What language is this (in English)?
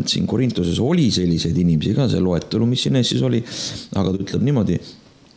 Estonian